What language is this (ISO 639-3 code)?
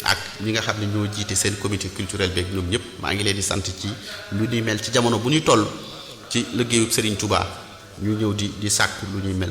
wol